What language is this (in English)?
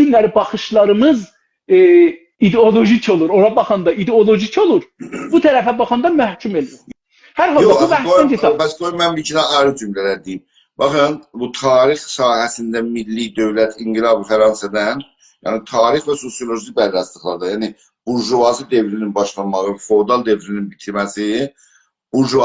South Azerbaijani